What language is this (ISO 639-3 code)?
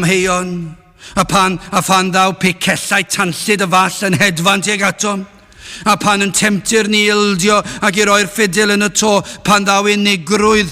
cym